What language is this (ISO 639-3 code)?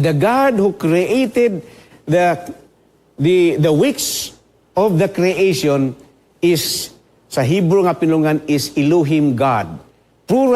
ceb